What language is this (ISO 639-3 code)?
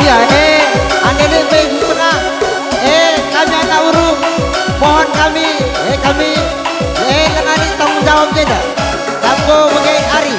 btx